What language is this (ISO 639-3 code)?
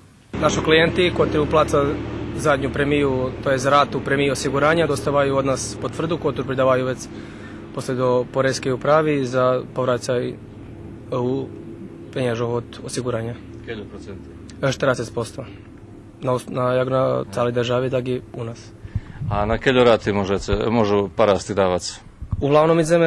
rue